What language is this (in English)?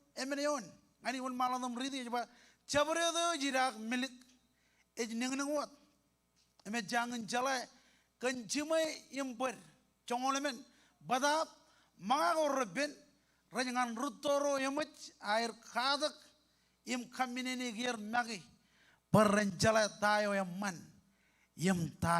Marshallese